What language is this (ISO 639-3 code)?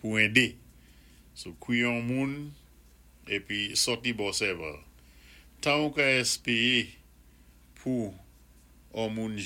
acf